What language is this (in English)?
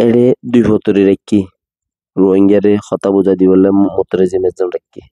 Rohingya